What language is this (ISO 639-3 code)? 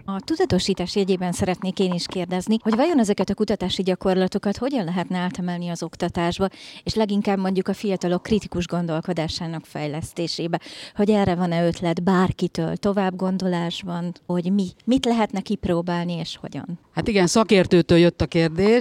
hun